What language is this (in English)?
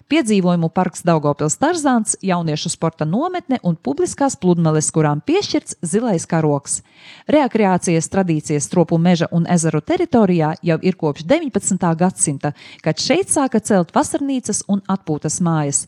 Latvian